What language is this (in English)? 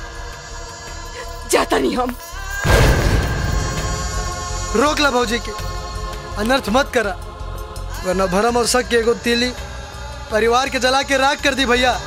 Bhojpuri